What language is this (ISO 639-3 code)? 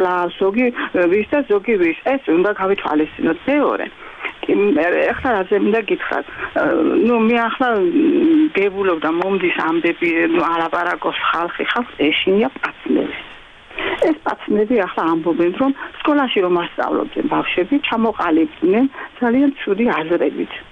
kat